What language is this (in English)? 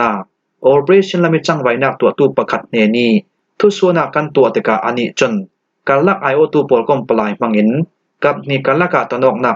Falam Chin